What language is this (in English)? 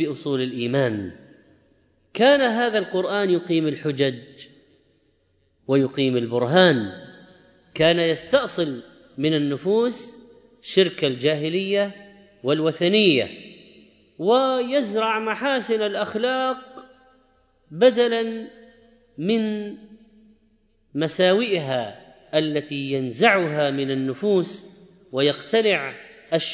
Arabic